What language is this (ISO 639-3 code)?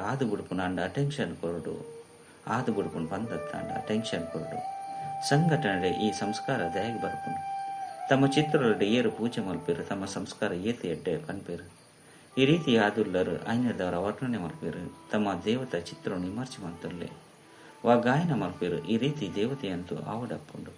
tcy